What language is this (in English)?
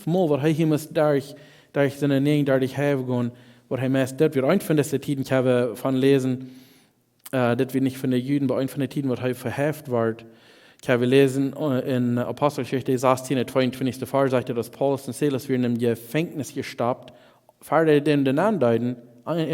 Plautdietsch